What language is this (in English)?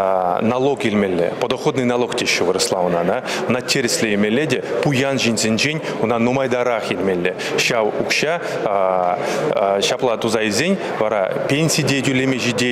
Chuvash